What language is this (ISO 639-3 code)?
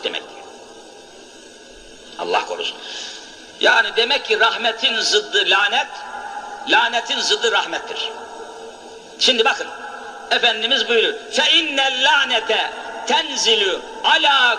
tur